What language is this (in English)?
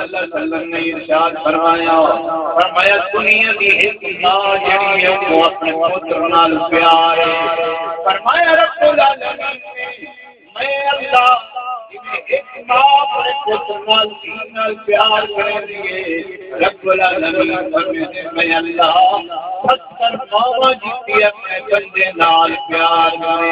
Saraiki